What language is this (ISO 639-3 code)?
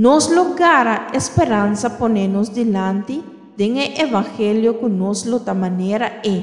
pap